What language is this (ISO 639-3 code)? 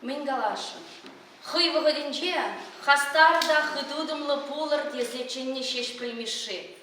chv